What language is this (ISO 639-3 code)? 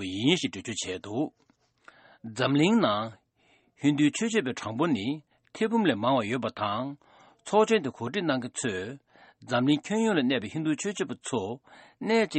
bod